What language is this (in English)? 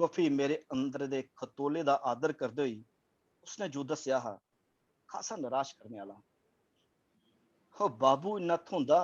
Dogri